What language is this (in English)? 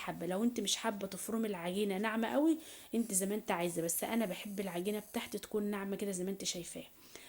Egyptian Arabic